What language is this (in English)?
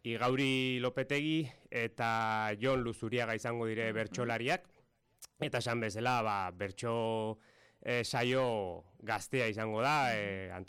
Basque